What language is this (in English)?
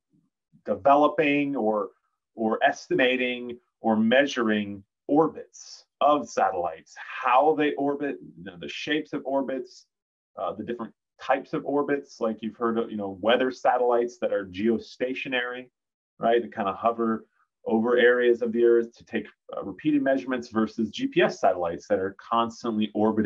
English